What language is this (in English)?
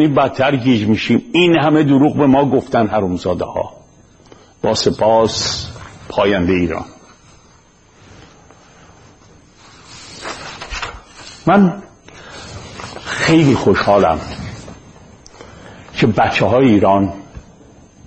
Persian